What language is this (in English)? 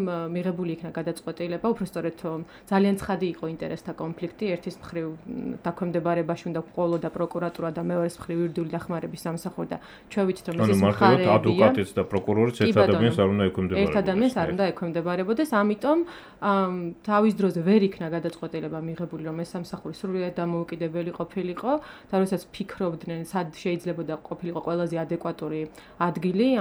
Georgian